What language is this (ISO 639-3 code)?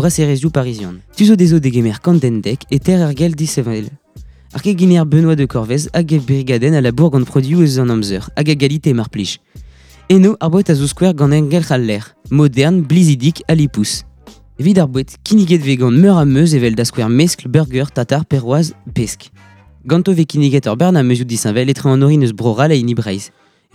bre